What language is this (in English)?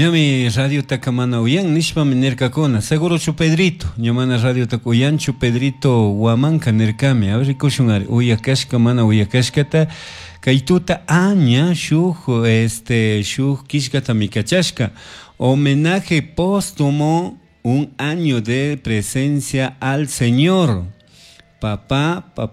Chimborazo Highland Quichua